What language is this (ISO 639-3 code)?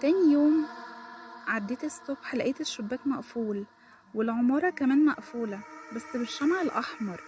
arz